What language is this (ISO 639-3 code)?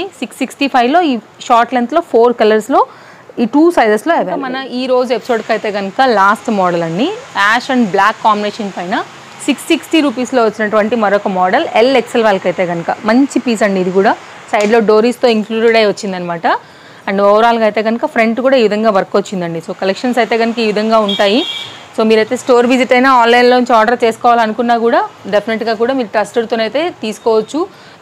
tel